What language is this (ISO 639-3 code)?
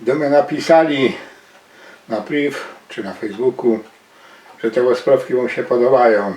szl